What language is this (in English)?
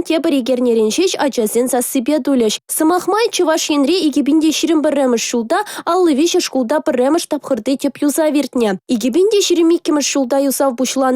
Chuvash